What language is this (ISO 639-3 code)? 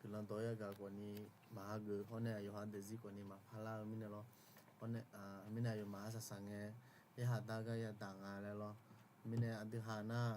ahk